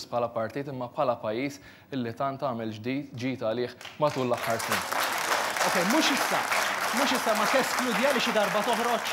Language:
Maltese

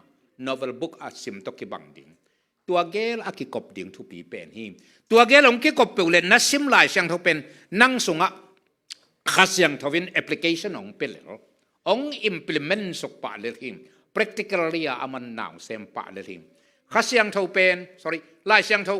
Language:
Tedim Chin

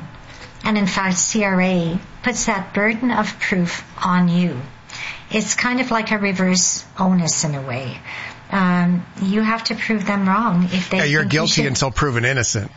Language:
English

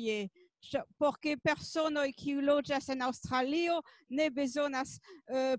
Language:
Esperanto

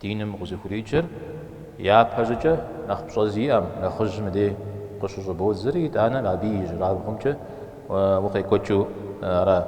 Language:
Kabardian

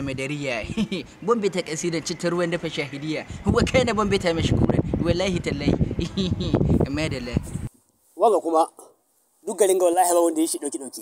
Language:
Hausa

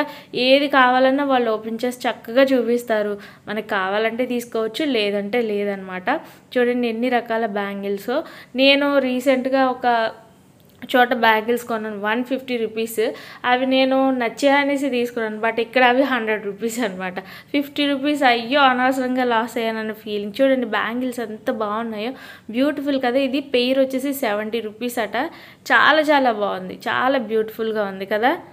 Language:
Telugu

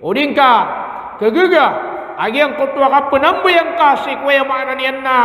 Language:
Maranao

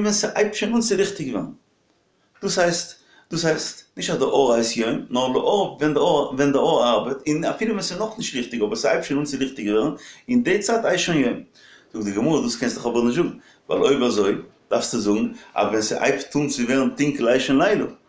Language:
Yiddish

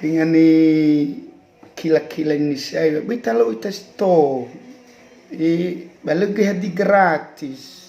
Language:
Nias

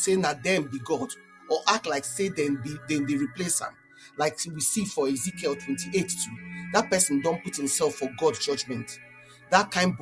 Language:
Nigerian Pidgin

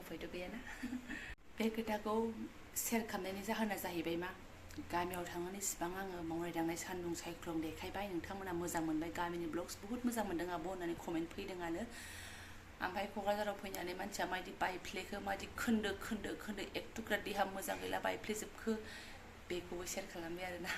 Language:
Bodo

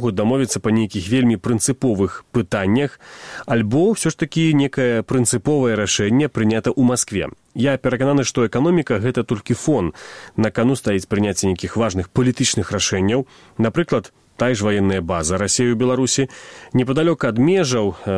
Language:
Belarusian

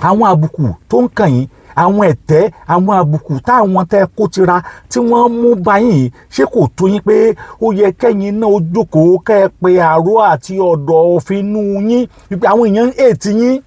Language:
Yoruba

